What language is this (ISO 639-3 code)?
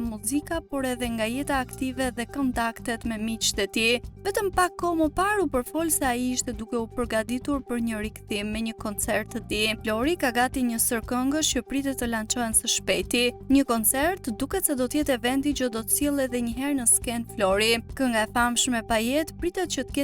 sqi